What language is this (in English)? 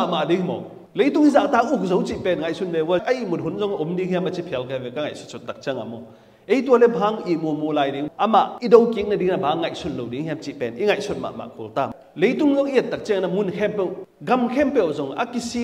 Tedim Chin